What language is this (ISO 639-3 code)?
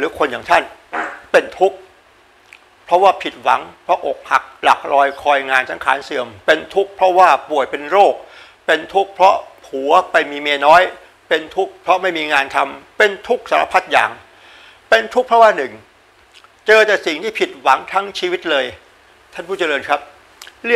tha